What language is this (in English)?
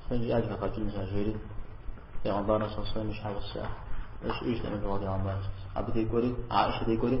Kabardian